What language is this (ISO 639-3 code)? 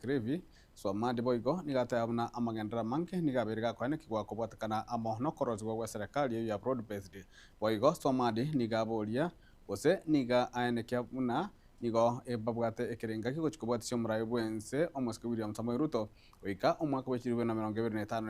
guz